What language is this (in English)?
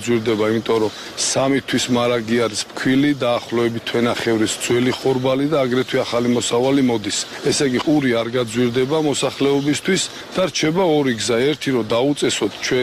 Georgian